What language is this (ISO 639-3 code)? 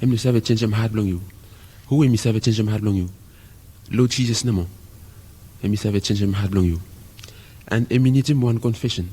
bis